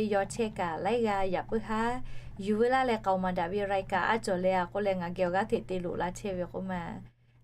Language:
Lahu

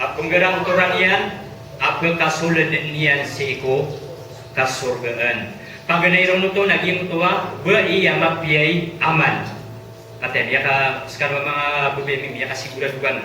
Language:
Maranao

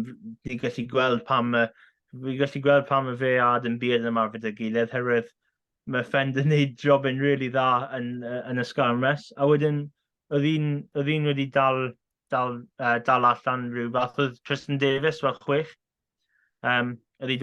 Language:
Welsh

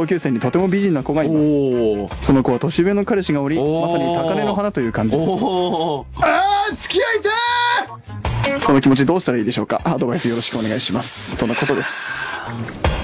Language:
Japanese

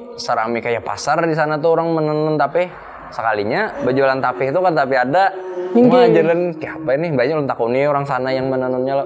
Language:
Banjar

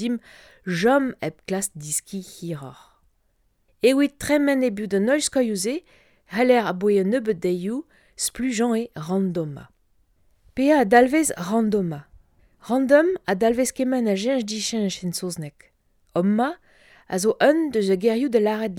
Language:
Breton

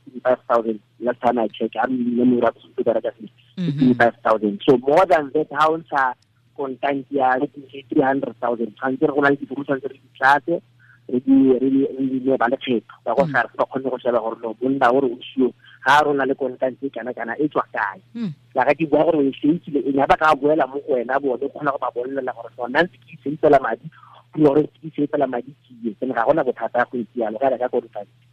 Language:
Tswana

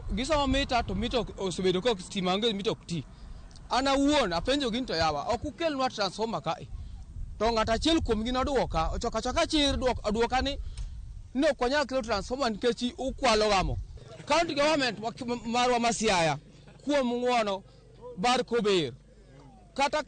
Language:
Luo (Kenya and Tanzania)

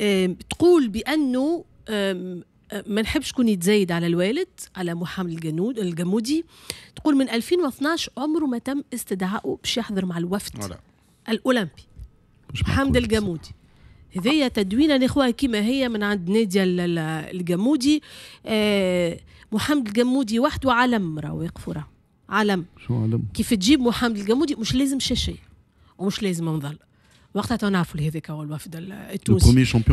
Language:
Tunisian Arabic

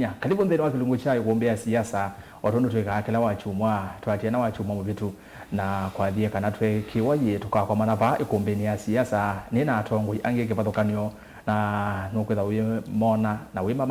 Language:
Kamba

